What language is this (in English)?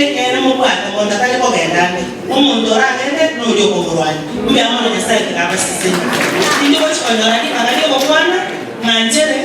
Gusii